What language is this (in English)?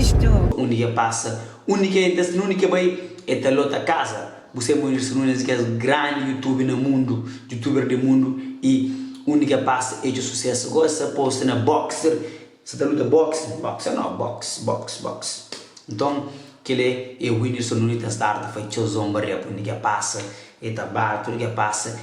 Kabuverdianu